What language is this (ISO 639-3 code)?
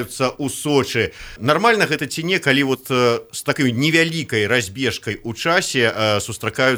bel